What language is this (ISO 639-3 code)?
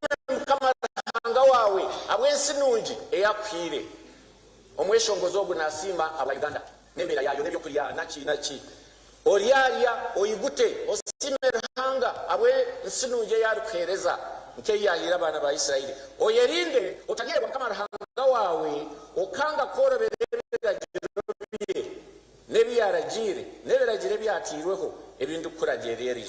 nyn